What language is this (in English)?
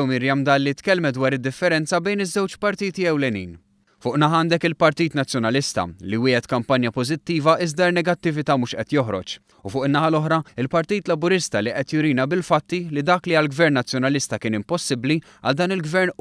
Maltese